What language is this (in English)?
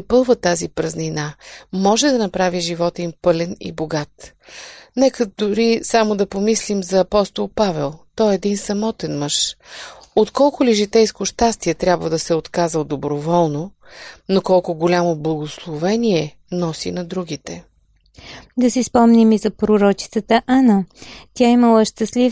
Bulgarian